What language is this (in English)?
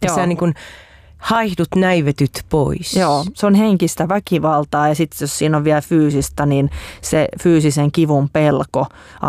Finnish